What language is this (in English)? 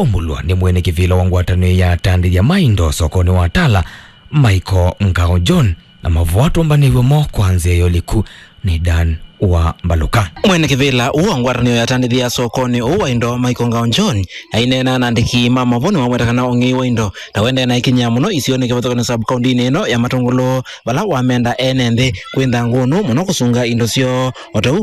Kamba